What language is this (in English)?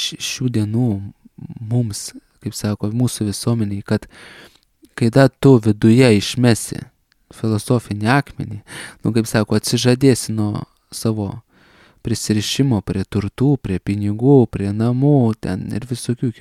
Lithuanian